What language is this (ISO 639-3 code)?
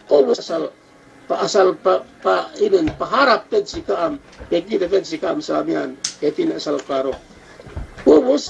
yka